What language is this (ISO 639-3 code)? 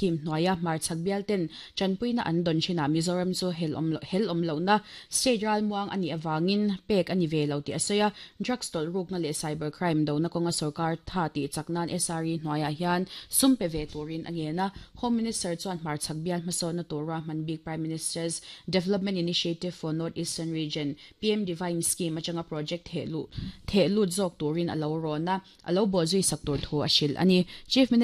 lus